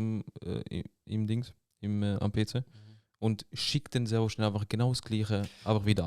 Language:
Swiss German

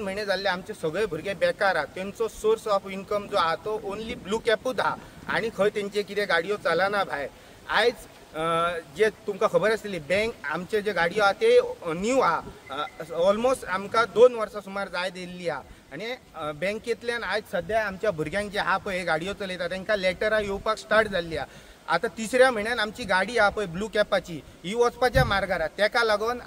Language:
Konkani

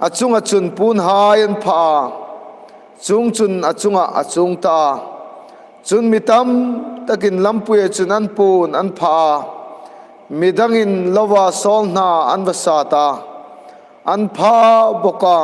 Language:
Hmar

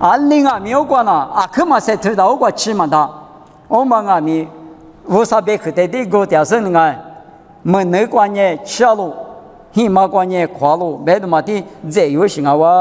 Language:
Lisu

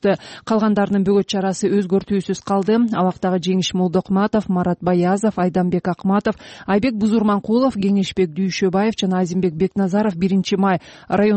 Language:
Kyrgyz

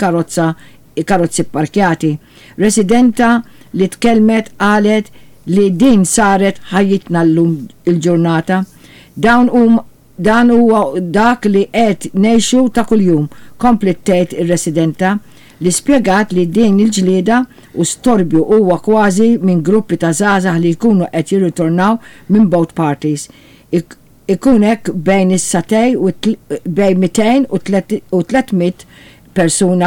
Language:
Maltese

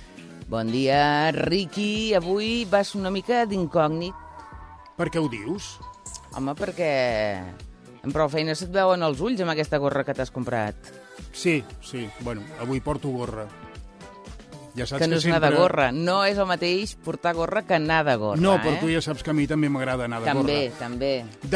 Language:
Catalan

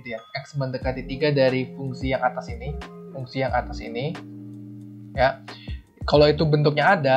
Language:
Indonesian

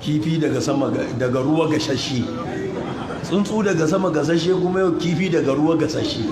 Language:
Hausa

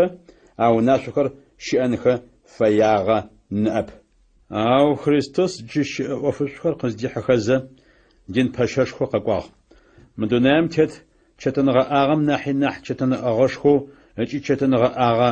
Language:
Adyghe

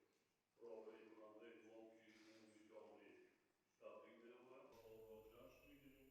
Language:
Tajik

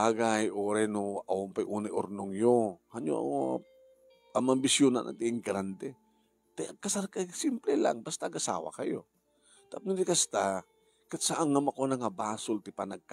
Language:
Iloko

